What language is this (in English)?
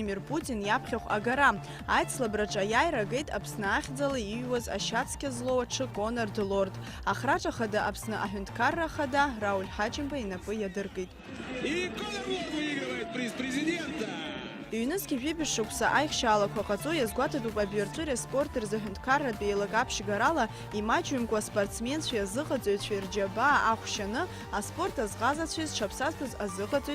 Abkhazian